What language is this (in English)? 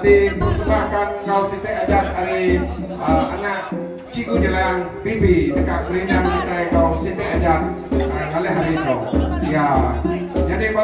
Iban